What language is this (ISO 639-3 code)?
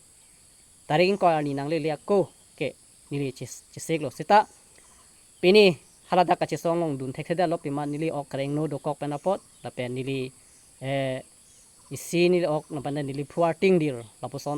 mjw